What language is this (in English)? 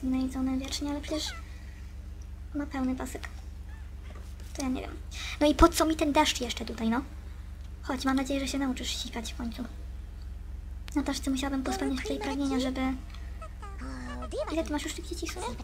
Polish